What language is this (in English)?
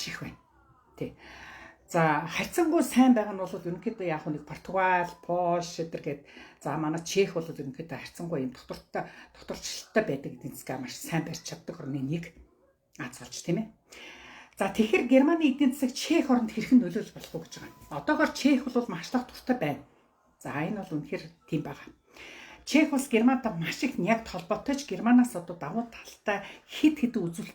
Mongolian